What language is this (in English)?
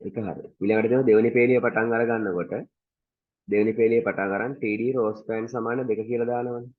Sinhala